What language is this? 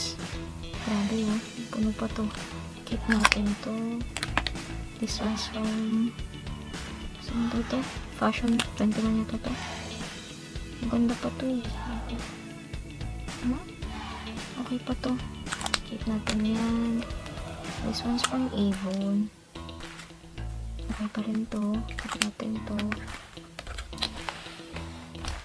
Filipino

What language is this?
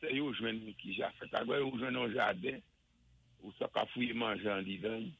Saint Lucian Creole French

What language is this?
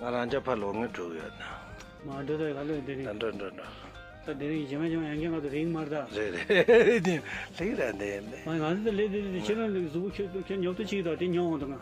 Tibetan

